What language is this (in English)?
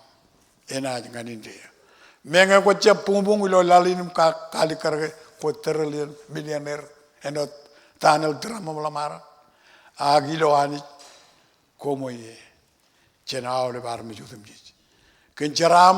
Marshallese